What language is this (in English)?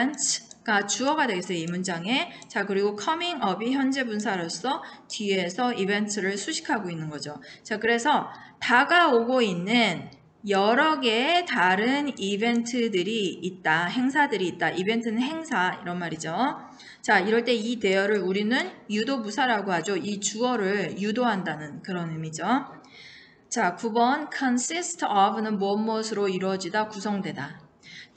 Korean